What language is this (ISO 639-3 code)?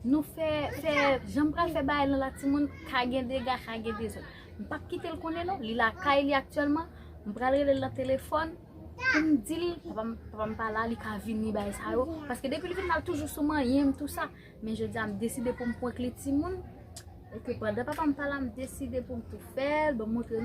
hat